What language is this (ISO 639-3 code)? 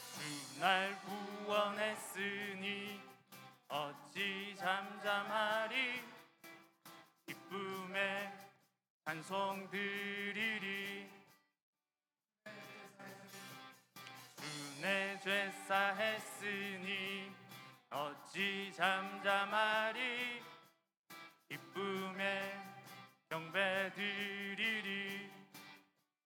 kor